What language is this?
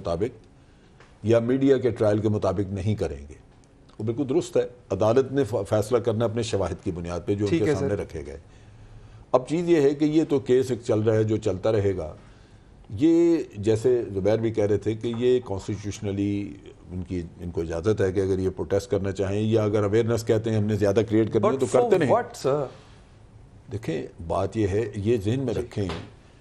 Urdu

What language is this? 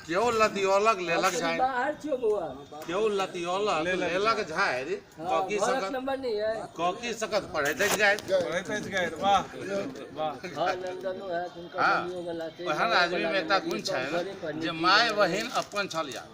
Maithili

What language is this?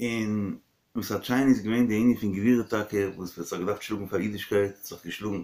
Yiddish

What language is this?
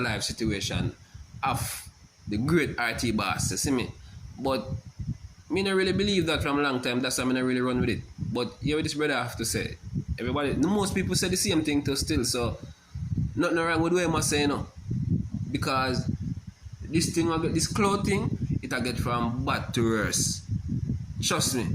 Jamaican Creole English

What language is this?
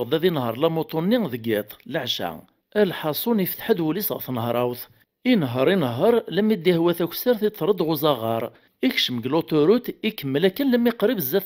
Kabyle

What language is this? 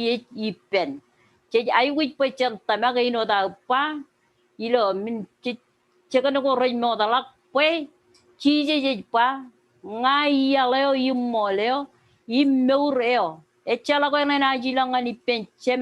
Marshallese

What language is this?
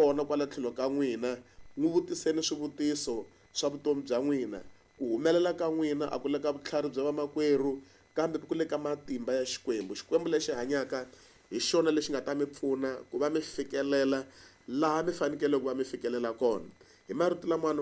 Tsonga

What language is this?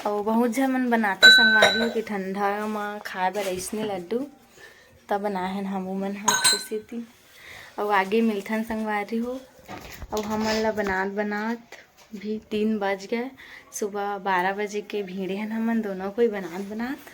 Chhattisgarhi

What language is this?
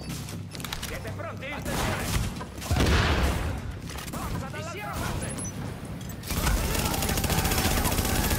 Italian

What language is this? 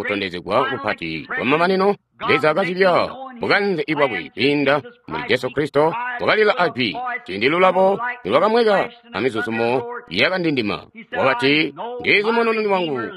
Tonga (Zambia)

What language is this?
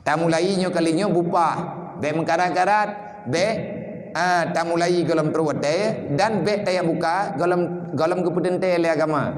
Achinese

